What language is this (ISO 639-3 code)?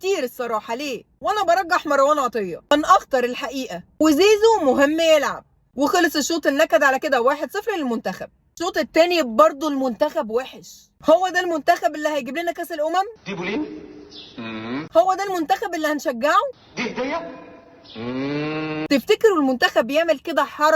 arz